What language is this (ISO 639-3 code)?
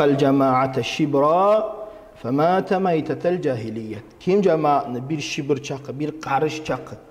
kum